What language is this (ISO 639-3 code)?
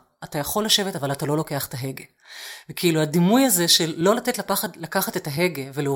heb